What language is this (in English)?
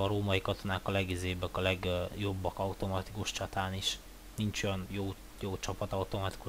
Hungarian